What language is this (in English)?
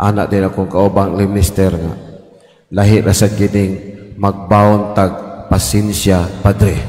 Cebuano